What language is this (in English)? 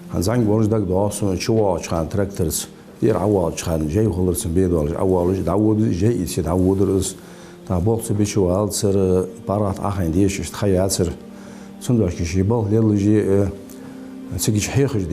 Ingush